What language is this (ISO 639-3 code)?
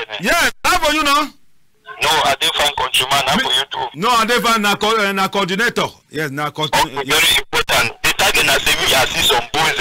wes